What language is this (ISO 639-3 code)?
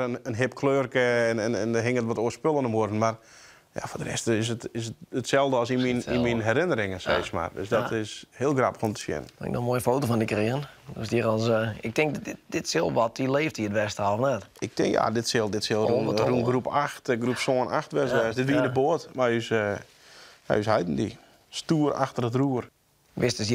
fry